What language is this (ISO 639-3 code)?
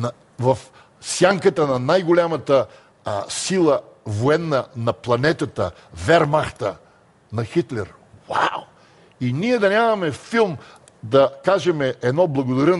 bul